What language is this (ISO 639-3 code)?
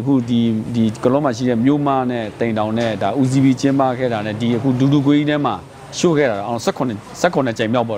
mya